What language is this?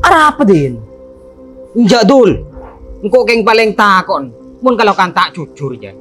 Madurese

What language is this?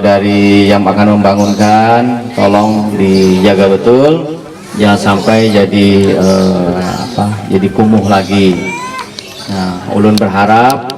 Banjar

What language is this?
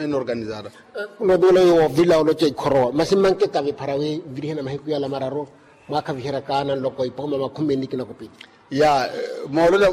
Makhuwa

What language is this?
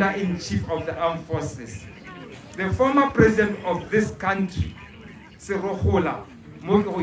Tswana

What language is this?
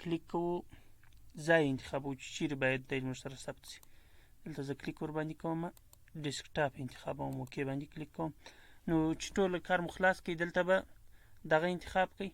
Pashto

